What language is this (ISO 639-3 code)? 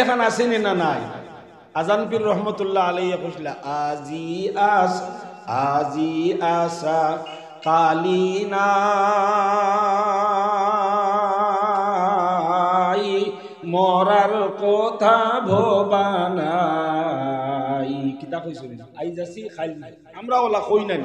syl